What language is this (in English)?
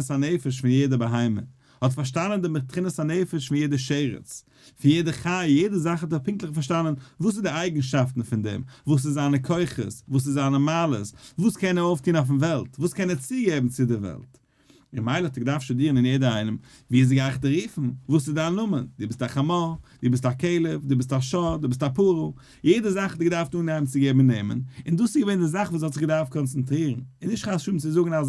Yiddish